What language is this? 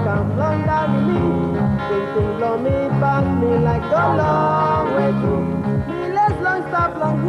Tok Pisin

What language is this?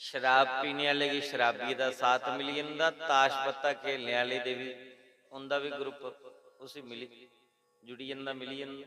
Dogri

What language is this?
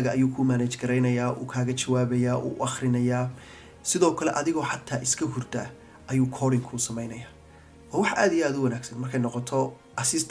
Somali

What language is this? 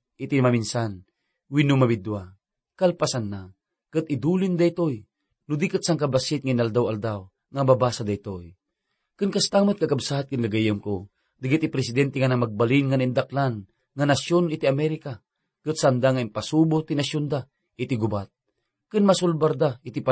Iloko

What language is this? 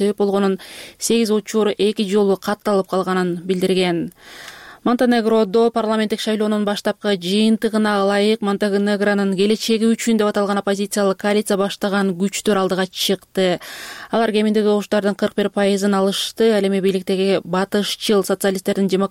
Kyrgyz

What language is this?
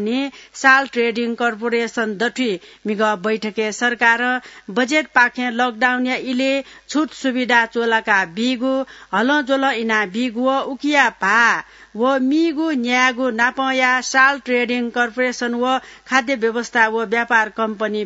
Newari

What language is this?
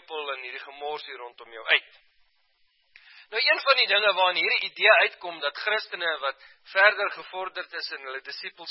Afrikaans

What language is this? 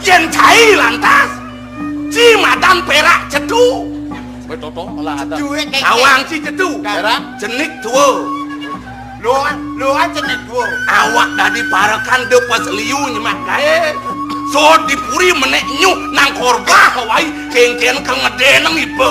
Balinese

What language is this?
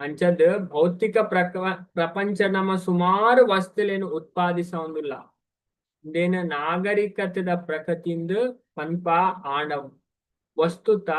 Tulu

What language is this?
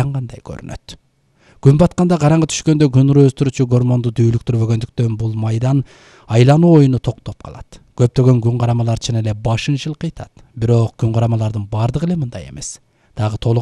Kyrgyz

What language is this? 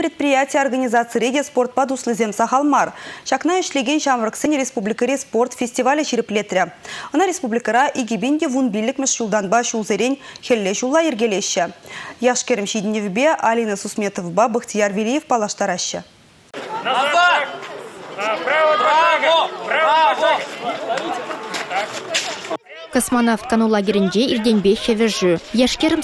Chuvash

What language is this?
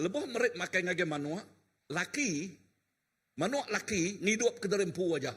Iban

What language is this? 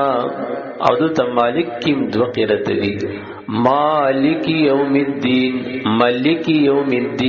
Pashto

